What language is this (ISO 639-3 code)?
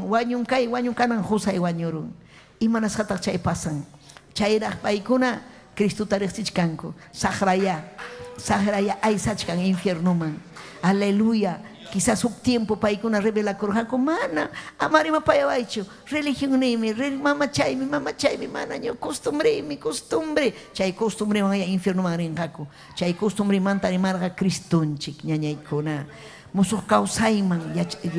quy